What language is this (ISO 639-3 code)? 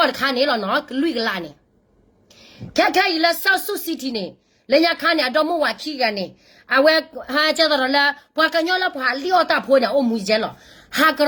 ksw